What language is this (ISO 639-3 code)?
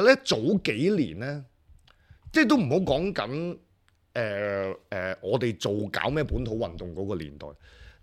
yue